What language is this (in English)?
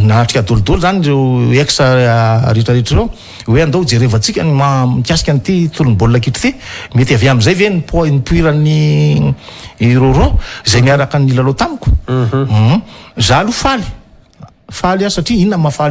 Malagasy